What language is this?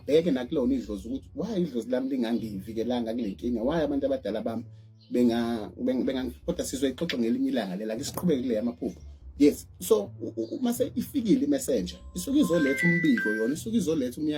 Zulu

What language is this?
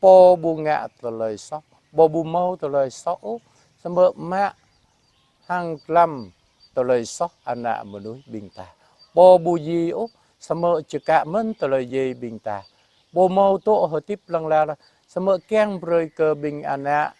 Jarai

